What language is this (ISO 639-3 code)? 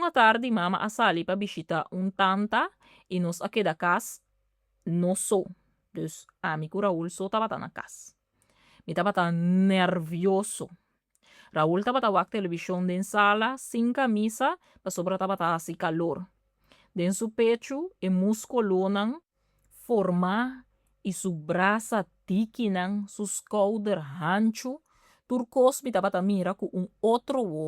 pap